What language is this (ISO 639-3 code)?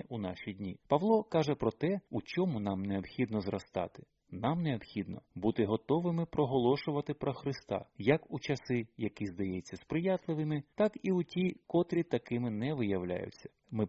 ukr